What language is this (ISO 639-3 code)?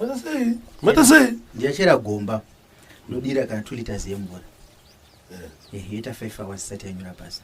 sna